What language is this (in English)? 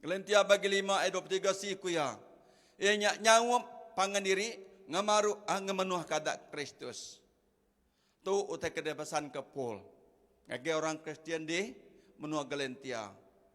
Iban